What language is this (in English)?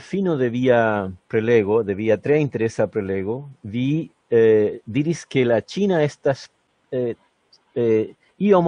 Esperanto